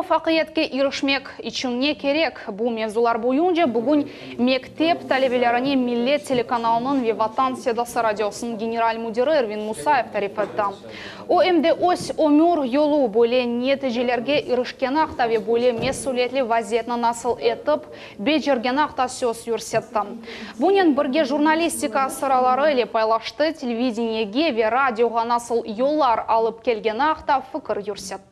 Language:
Crimean Tatar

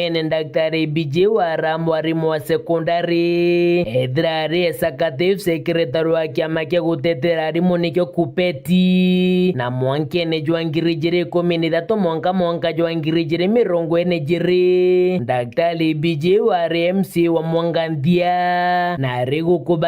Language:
Meru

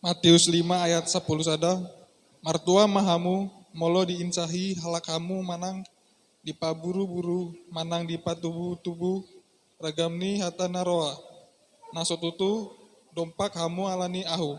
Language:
Batak Toba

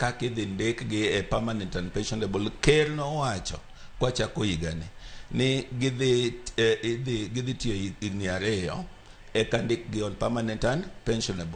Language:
Luo (Kenya and Tanzania)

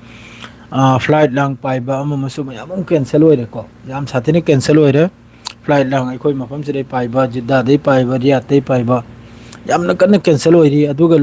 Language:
Manipuri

